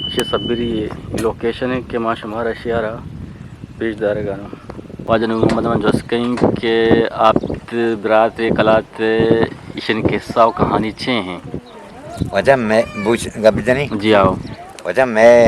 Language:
Eastern Balochi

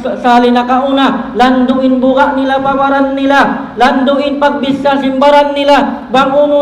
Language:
Tausug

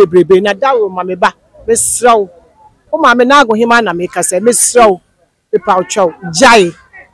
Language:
Akan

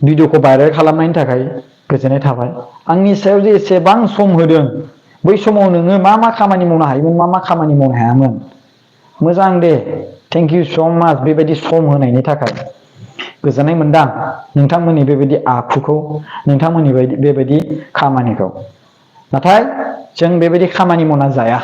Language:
Bodo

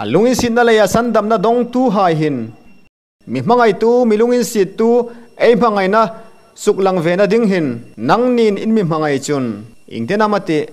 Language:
Hmar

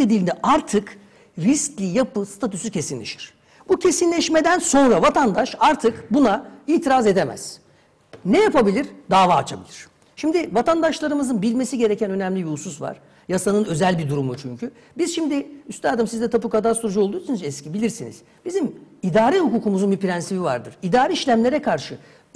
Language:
Turkish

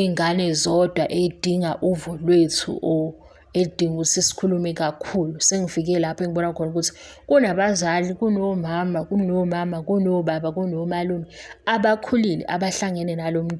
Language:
Zulu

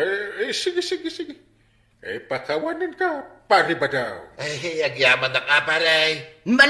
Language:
Iloko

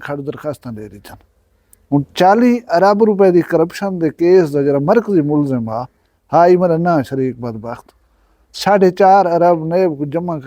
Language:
Saraiki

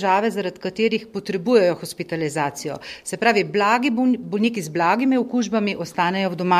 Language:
Slovenian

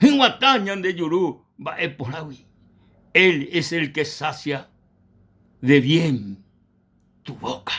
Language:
Guarani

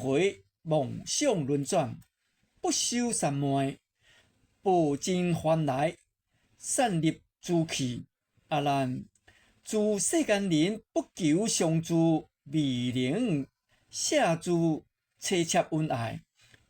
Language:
Min Nan Chinese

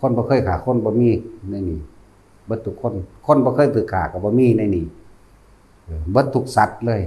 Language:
Lao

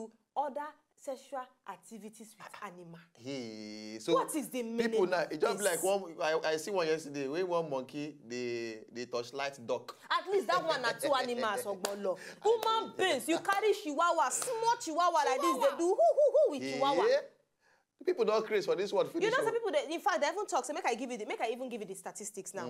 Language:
Nigerian Pidgin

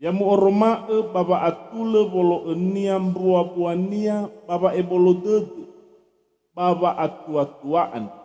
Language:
Nias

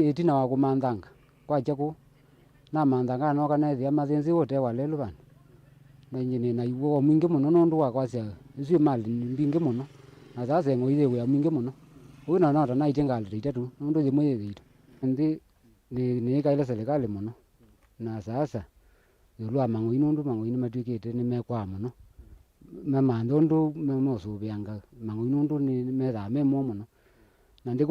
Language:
Kamba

